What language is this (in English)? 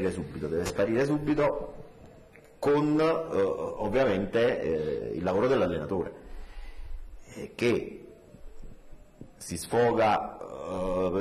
Italian